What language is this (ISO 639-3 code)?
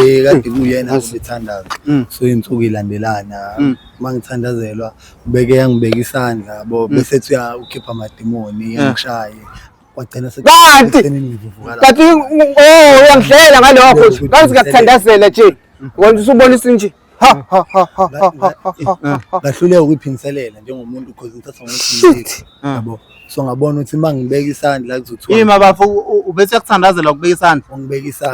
zul